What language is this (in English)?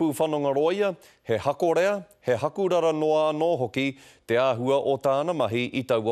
Māori